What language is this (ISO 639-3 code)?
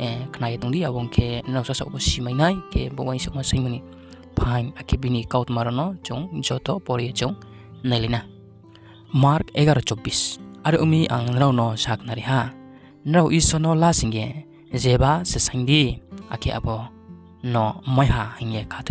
ria